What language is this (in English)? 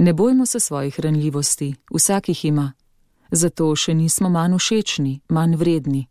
Slovenian